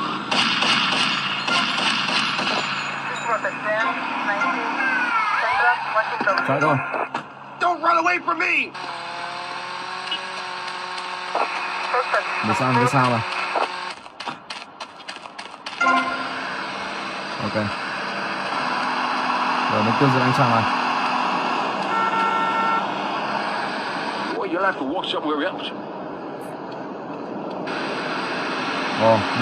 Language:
Vietnamese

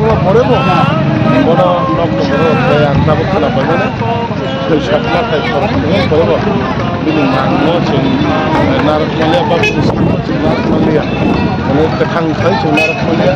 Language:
Kok Borok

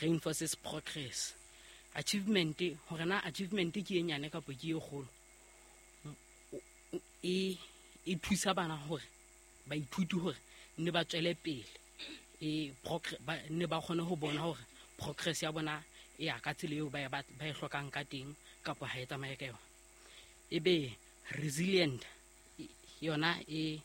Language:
Southern Sotho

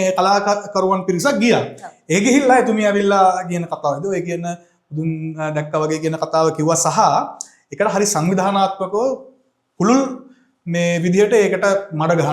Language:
Sinhala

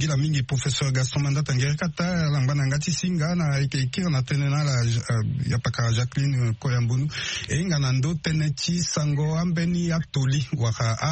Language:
Sango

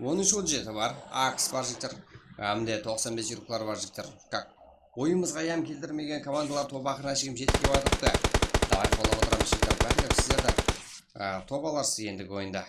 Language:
Kara-Kalpak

